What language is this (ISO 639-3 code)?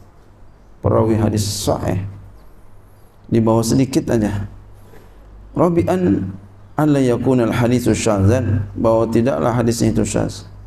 ind